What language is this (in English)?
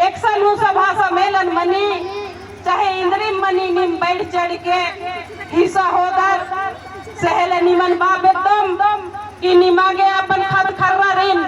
Kurukh